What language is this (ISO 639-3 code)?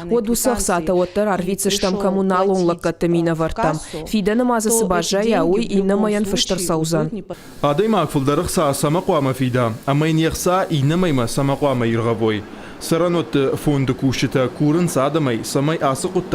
oss